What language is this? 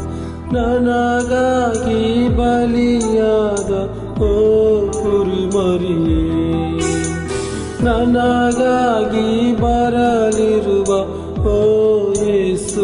Kannada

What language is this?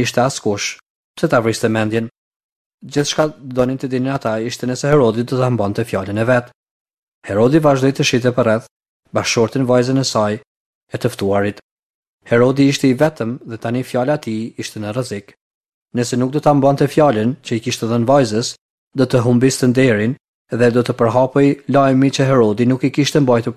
Albanian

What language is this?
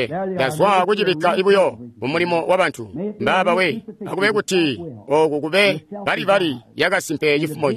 Tonga (Zambia)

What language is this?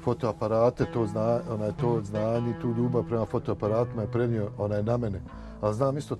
Bosnian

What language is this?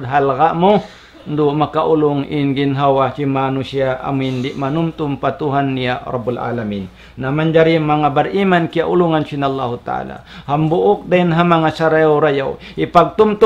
Tausug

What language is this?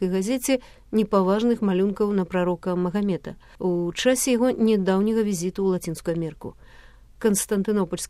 Belarusian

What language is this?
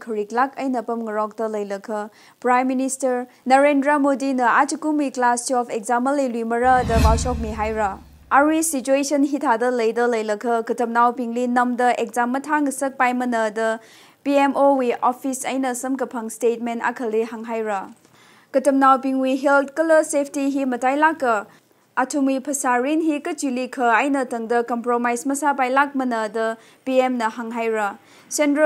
Tangkhul Naga (India)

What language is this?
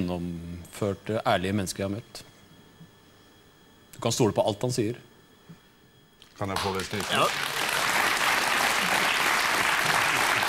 Norwegian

